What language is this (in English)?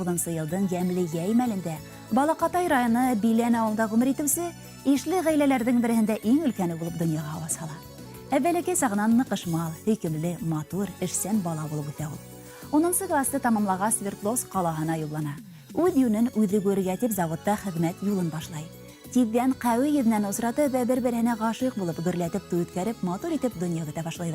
Bashkir